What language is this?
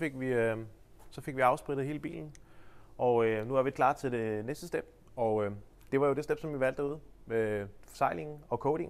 Danish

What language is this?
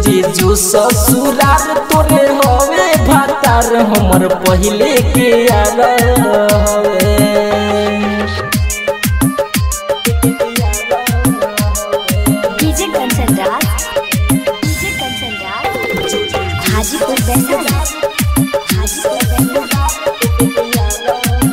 Bhojpuri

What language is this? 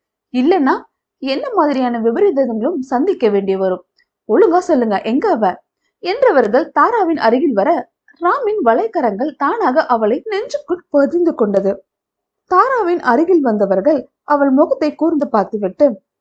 Tamil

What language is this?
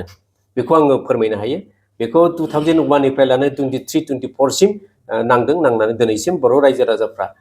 Bodo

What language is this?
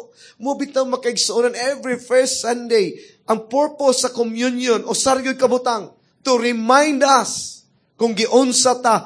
Cebuano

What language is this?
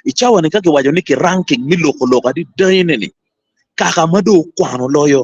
Acoli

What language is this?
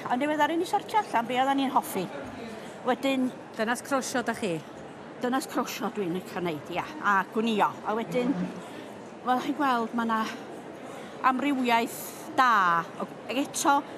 Welsh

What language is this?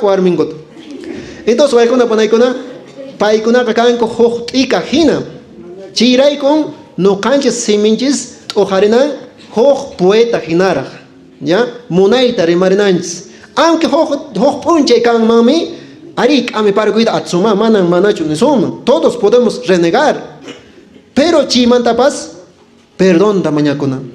Quechua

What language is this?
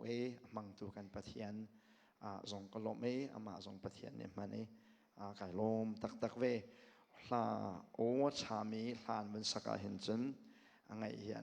Hakha Chin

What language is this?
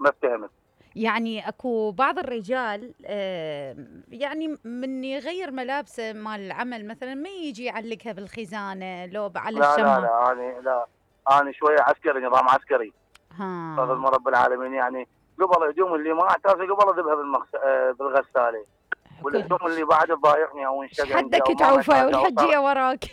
Mesopotamian Arabic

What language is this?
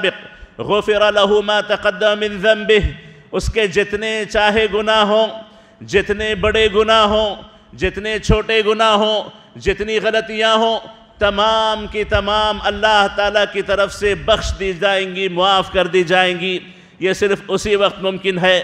Urdu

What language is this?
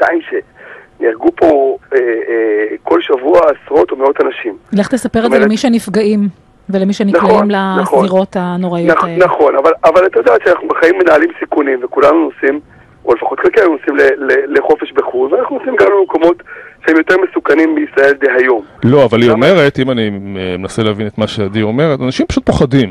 Hebrew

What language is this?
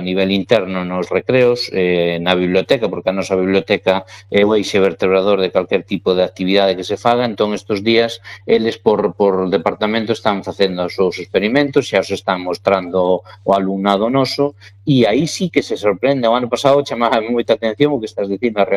Galician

